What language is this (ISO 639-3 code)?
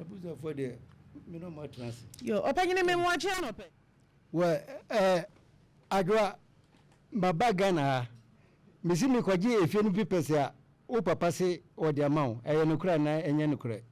aka